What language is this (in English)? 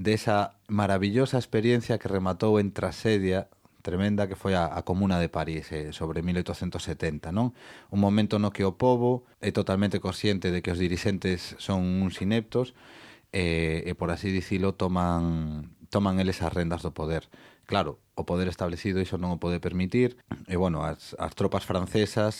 Galician